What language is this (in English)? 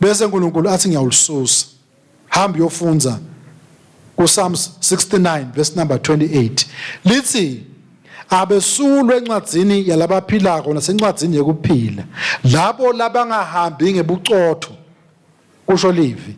Swati